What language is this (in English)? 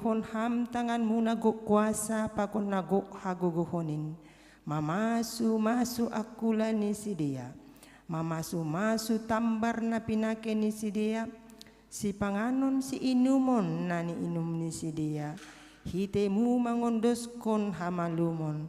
Batak Simalungun